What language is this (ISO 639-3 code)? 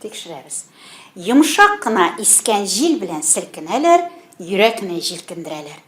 tat